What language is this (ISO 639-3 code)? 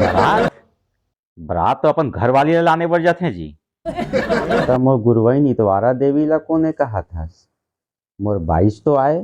hne